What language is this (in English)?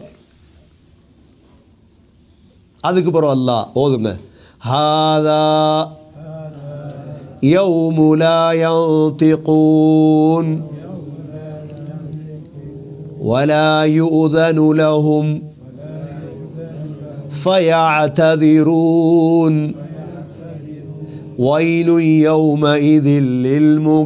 Tamil